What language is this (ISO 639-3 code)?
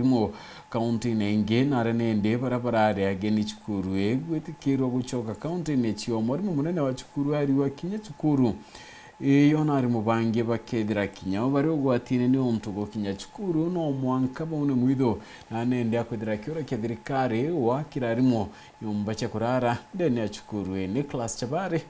mer